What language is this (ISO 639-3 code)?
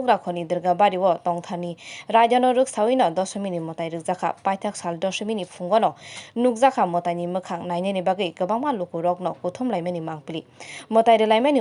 trp